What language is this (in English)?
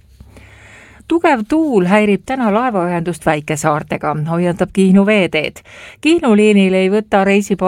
Estonian